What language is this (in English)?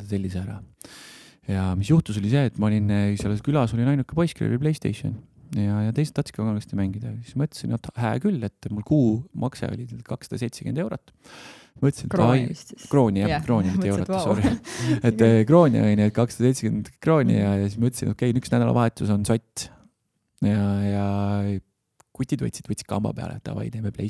Estonian